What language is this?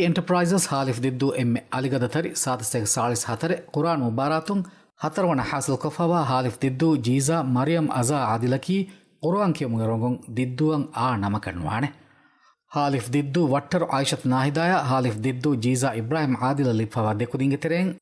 Divehi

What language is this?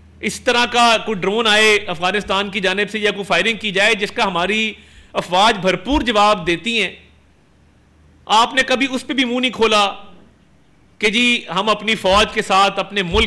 Urdu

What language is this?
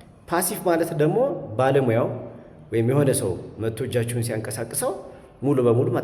Amharic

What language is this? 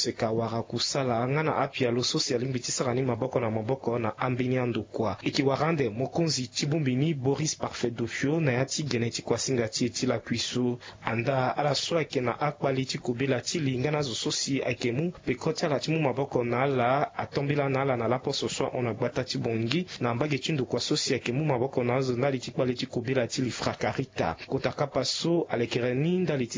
Sango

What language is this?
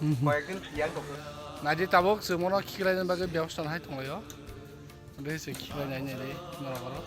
Kok Borok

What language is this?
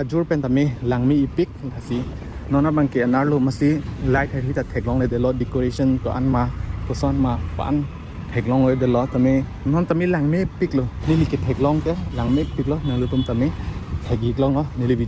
Karbi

